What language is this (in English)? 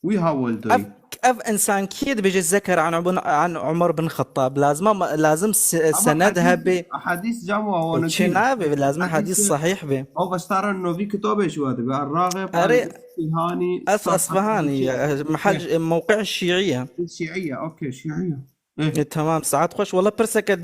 Kurdish